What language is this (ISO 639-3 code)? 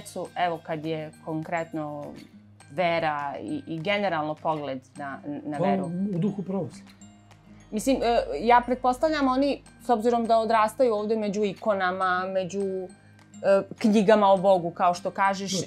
srp